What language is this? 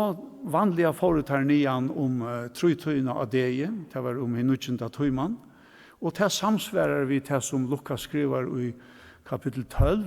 Faroese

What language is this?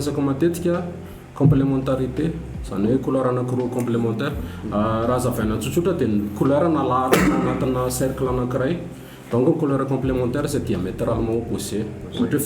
Malagasy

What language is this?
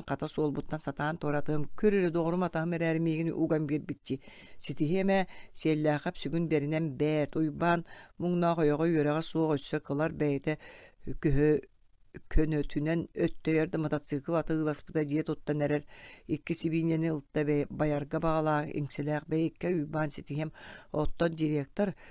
Yakut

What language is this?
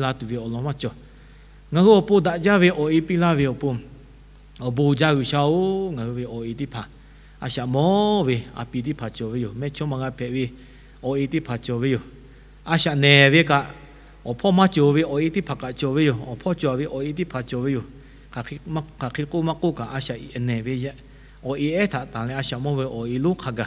Lahu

